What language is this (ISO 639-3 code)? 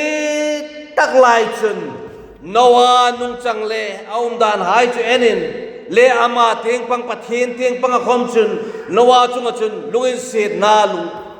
hmr